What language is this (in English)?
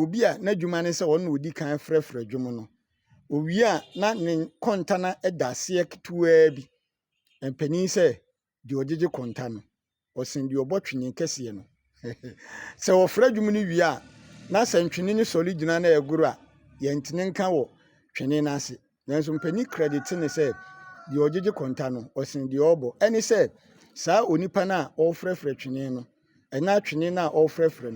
Akan